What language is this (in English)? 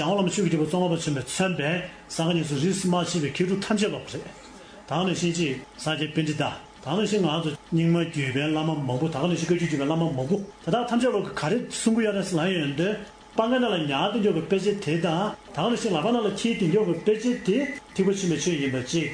Tibetan